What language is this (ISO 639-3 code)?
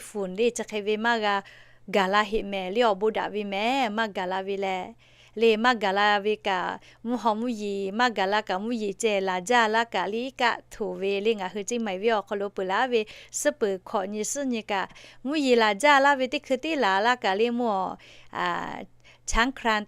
lhu